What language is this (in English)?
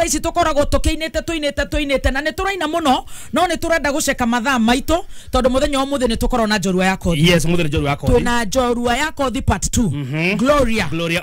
Kikuyu